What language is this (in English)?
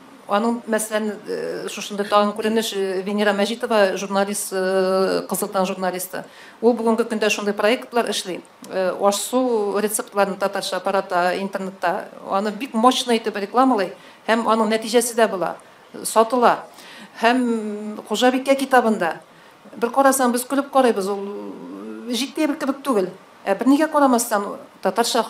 Tatar